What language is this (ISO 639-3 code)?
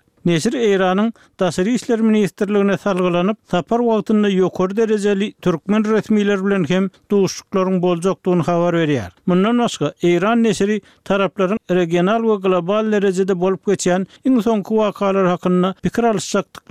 tuk